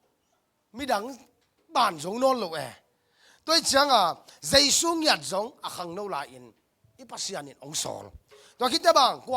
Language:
Tedim Chin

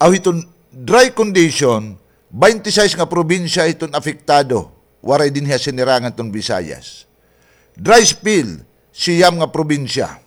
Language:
Waray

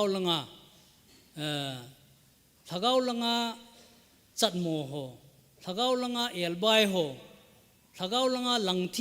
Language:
Thado Chin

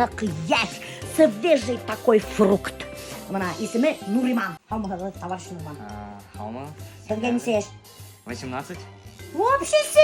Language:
Bashkir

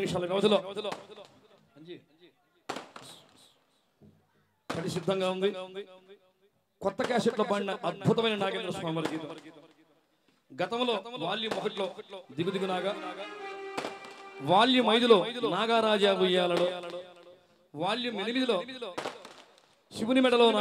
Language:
Telugu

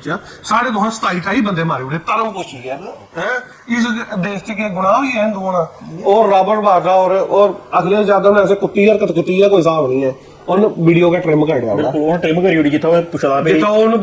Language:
Dogri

